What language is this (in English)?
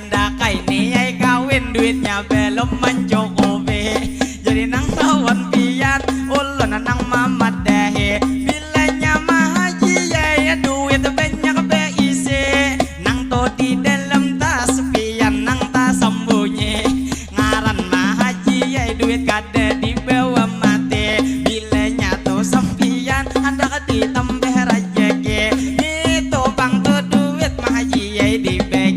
Banjar